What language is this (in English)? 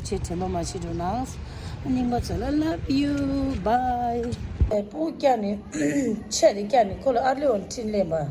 Tibetan